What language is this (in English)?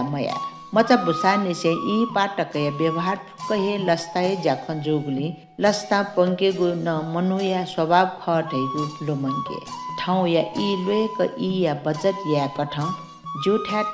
Newari